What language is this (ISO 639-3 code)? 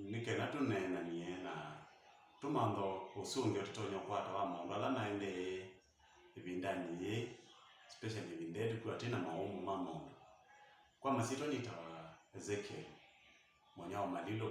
kam